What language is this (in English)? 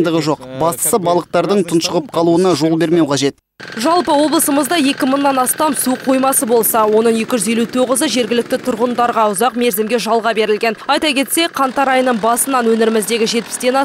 Kazakh